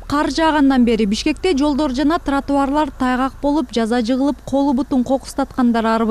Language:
Kyrgyz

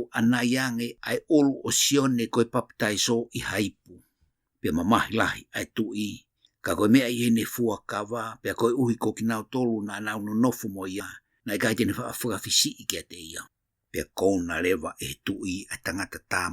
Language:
Tongan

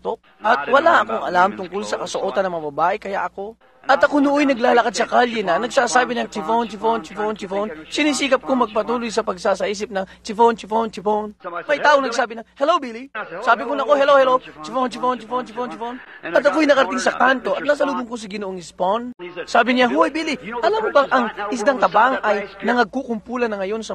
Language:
Filipino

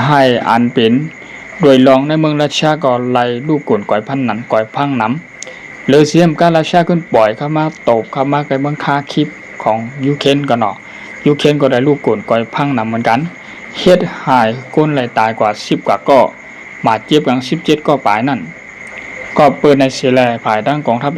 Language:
Shan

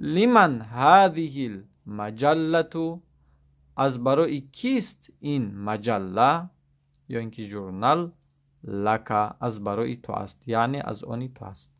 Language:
Tajik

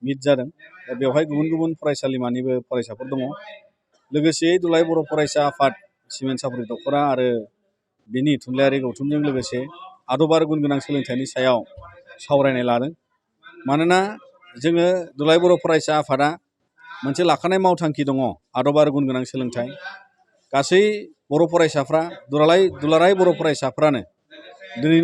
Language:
Bodo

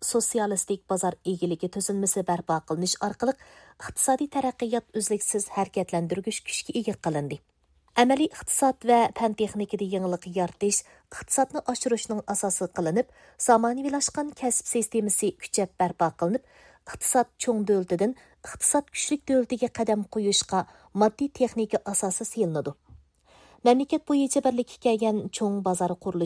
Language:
Uyghur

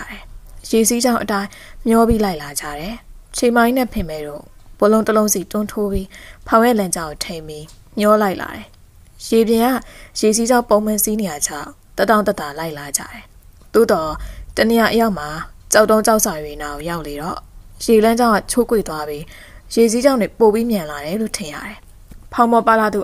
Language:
Burmese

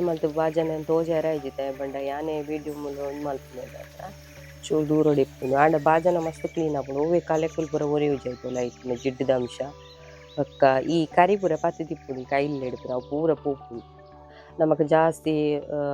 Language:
Tulu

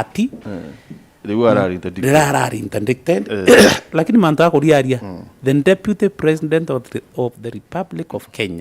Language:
Meru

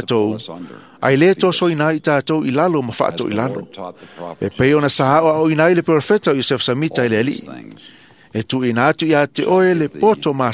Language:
Samoan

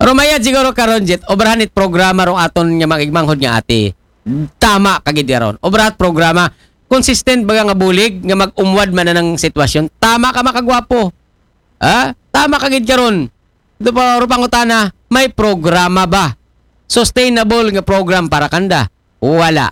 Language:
Aklanon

